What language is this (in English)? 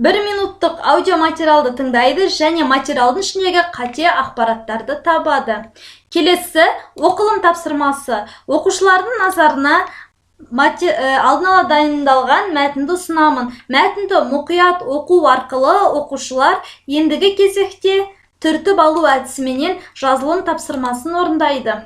Kazakh